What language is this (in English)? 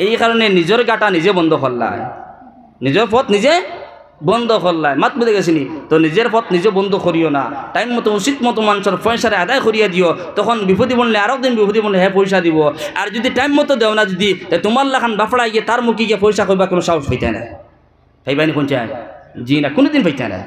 Sylheti